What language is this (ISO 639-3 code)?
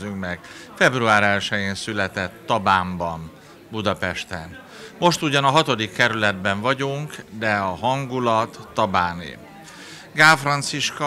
hun